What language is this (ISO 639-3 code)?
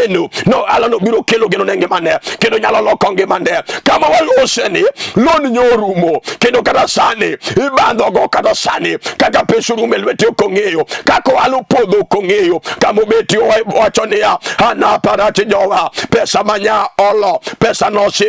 luo